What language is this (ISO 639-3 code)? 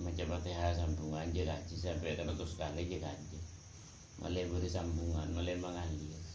mad